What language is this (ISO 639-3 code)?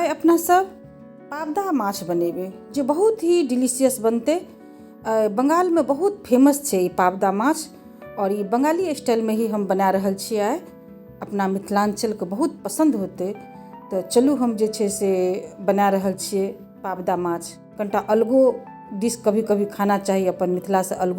mai